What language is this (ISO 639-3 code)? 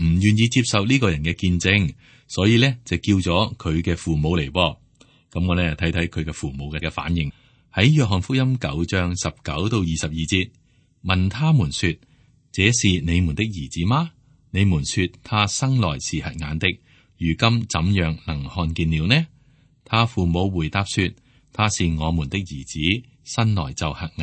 yue